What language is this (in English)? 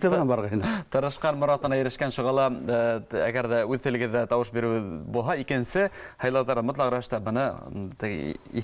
Bashkir